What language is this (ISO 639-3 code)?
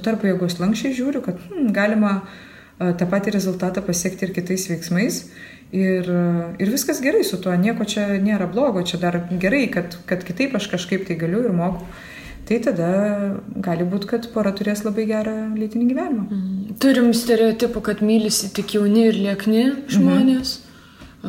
lit